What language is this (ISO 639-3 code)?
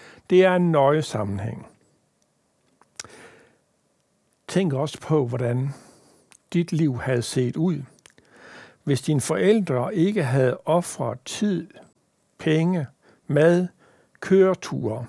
dan